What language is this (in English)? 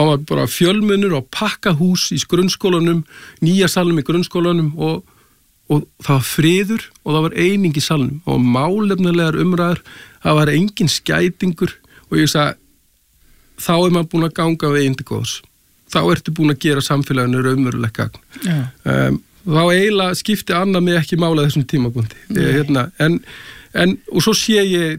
Icelandic